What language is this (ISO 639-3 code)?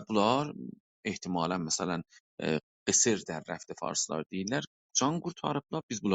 azb